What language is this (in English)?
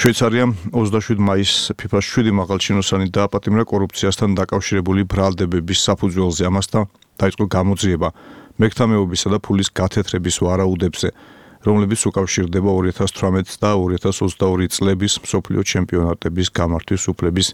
Georgian